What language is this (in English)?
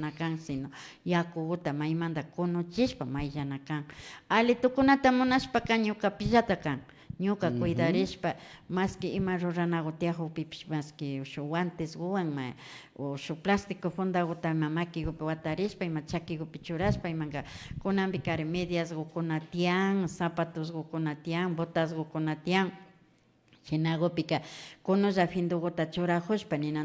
Imbabura Highland Quichua